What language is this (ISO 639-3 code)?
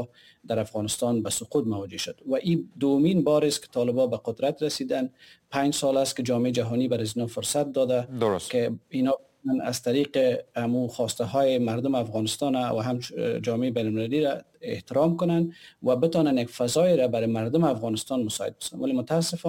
fas